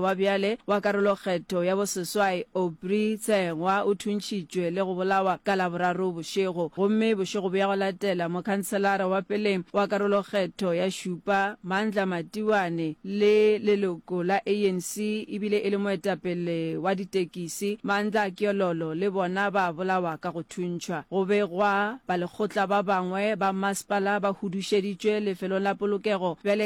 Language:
Northern Sotho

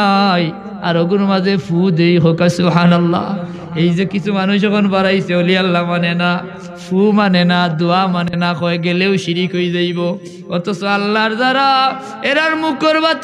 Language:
Sylheti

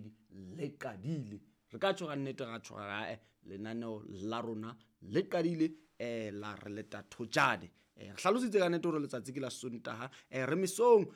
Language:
Southern Sotho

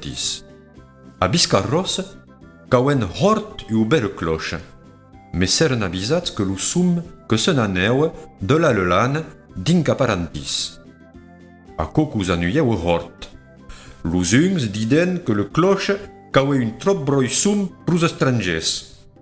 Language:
Occitan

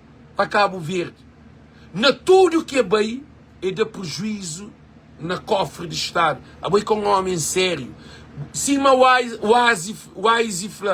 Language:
Kabuverdianu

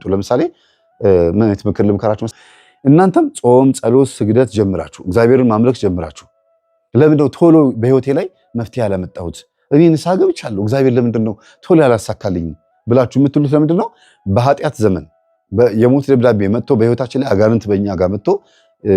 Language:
Amharic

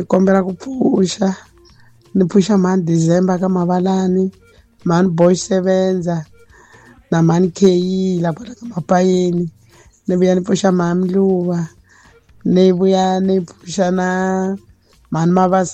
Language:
Tsonga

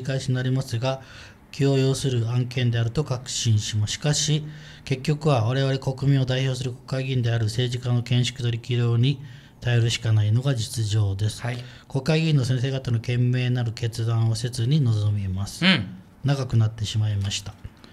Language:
Japanese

